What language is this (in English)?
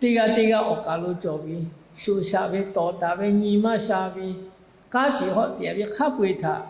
Lahu